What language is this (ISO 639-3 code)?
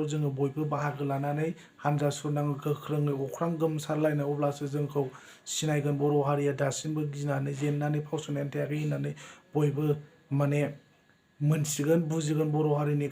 brx